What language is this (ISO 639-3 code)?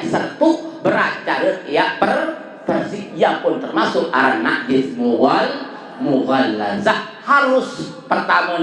sas